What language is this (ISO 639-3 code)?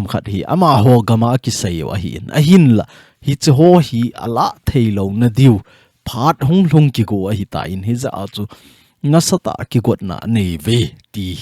tcz